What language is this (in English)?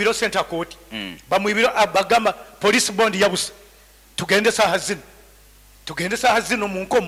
Nyankole